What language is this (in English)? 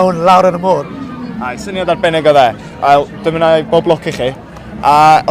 Welsh